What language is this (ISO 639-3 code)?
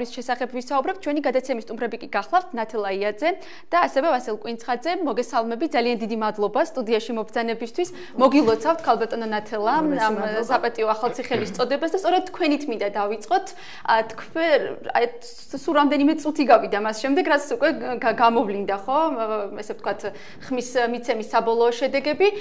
kat